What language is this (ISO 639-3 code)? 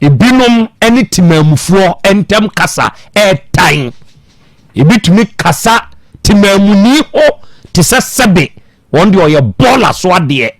aka